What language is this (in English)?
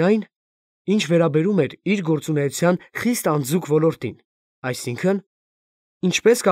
Armenian